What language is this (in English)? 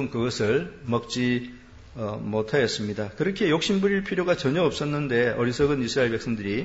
Korean